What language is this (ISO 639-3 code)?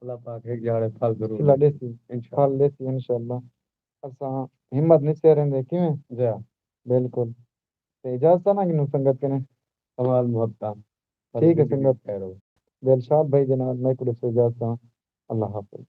skr